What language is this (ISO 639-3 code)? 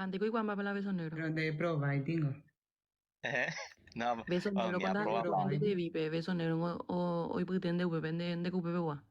grn